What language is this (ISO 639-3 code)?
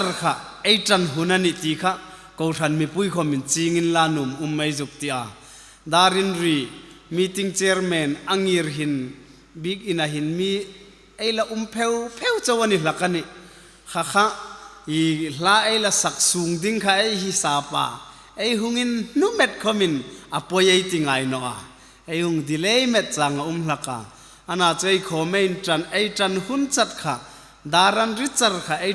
hmr